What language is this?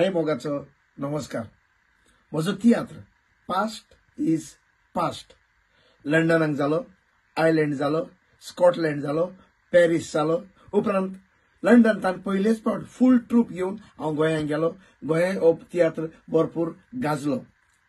Konkani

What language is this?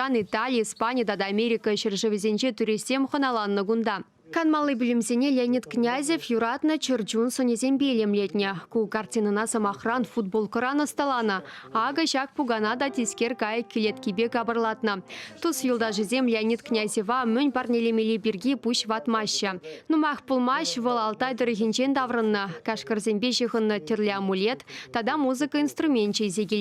Chuvash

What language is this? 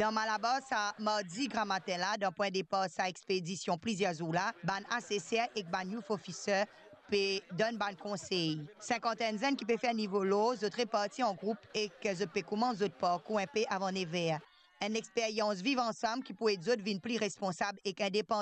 Morisyen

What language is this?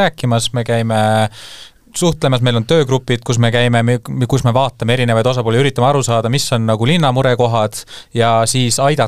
Estonian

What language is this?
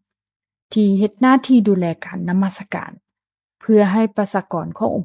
Lao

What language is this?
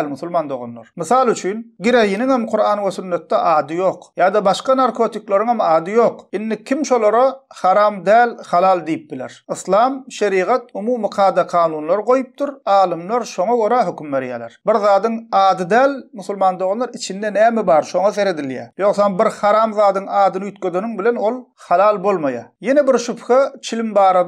Turkmen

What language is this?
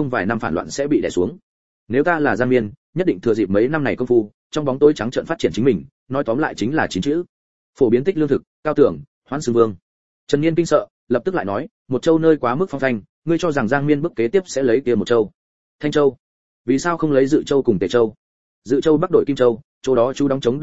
Vietnamese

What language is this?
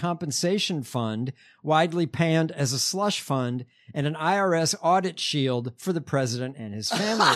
English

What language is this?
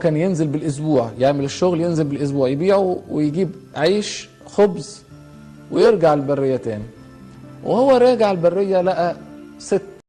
Egyptian Arabic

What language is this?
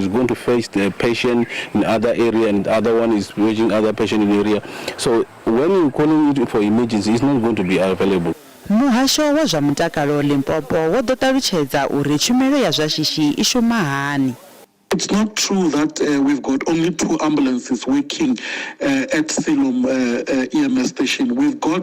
Venda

